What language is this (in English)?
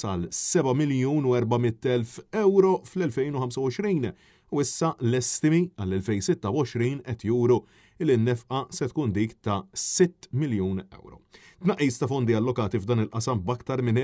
Maltese